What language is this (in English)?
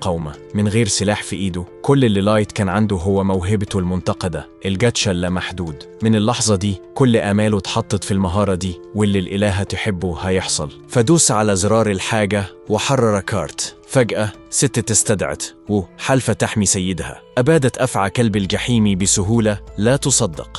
Egyptian Arabic